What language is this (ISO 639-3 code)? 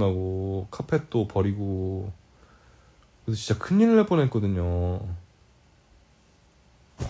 kor